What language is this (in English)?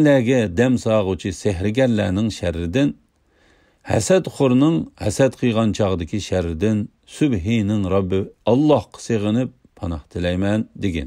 Uyghur